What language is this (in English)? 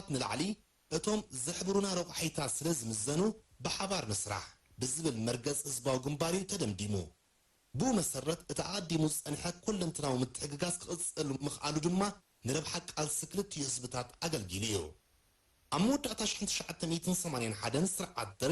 Tigrinya